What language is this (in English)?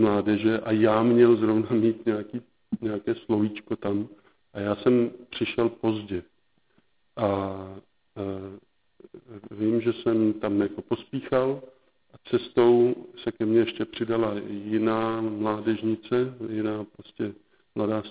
Czech